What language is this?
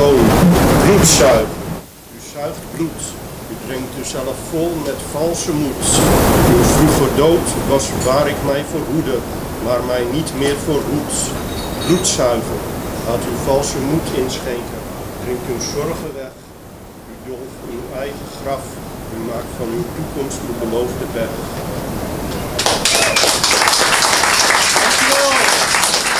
Dutch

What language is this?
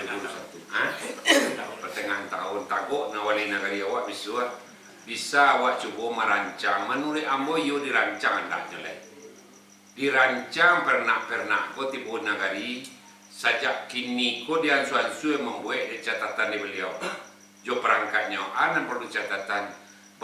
Minangkabau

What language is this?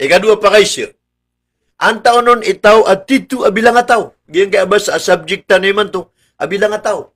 Maranao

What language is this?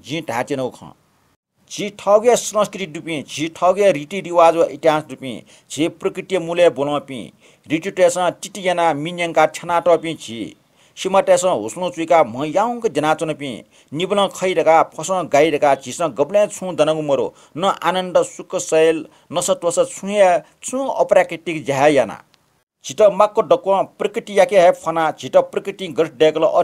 Newari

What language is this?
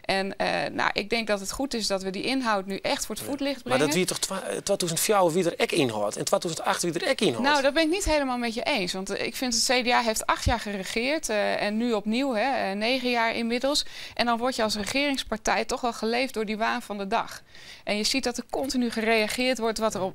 Western Frisian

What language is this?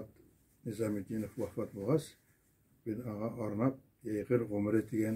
Bashkir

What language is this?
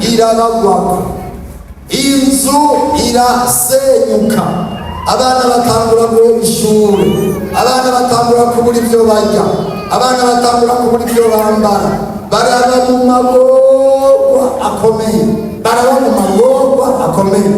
Rundi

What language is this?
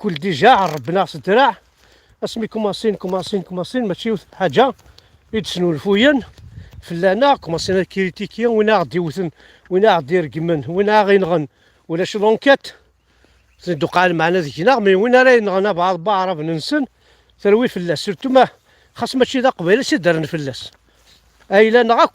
Kabyle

